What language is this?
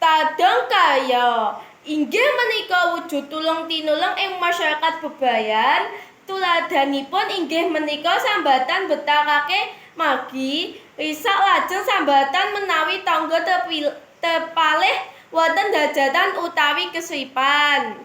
Javanese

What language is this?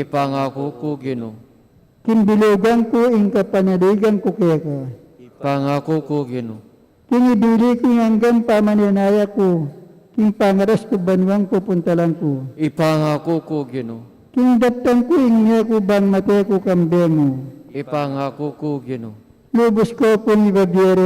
Pampanga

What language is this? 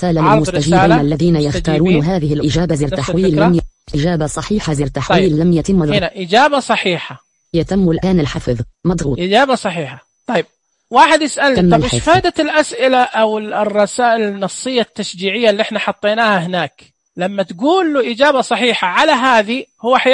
Najdi Arabic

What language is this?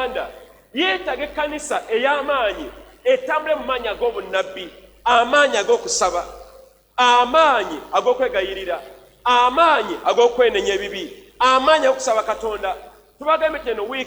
Ganda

